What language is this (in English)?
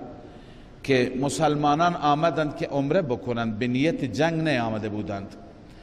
Persian